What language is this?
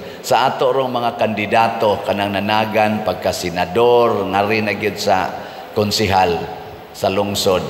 Cebuano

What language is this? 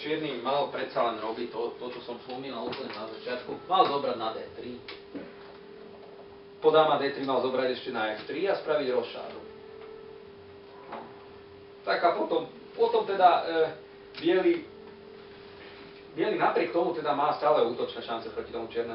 Slovak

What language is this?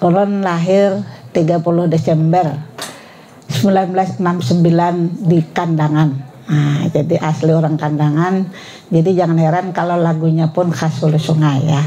Banjar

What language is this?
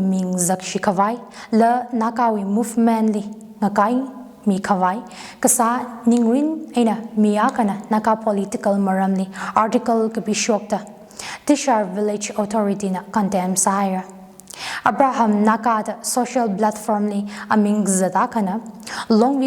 Tangkhul Naga (India)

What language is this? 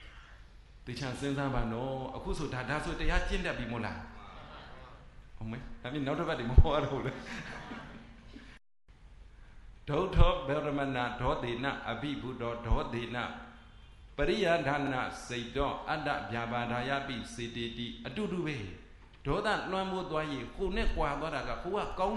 Burmese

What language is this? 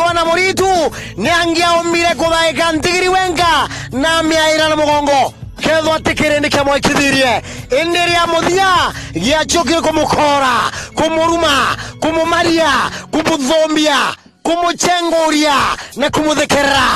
Meru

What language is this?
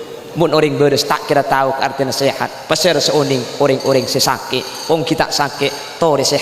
Madurese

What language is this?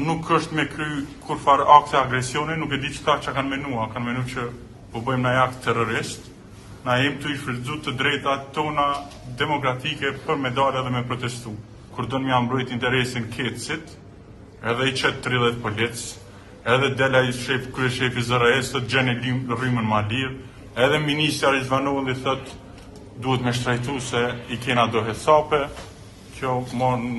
Albanian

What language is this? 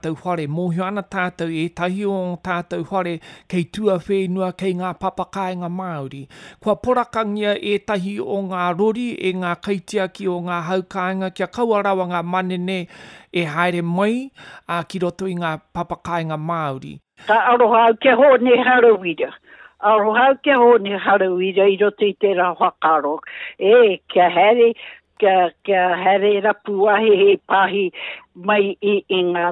Māori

